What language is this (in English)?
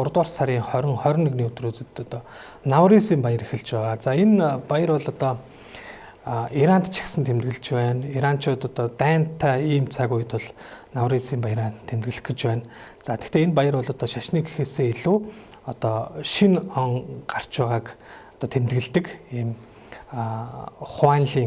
Mongolian